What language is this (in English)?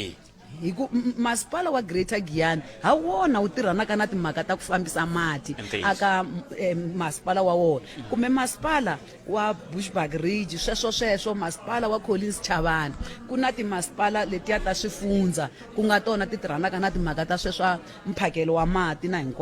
Tsonga